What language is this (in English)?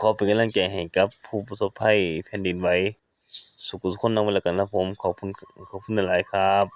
Northeastern Thai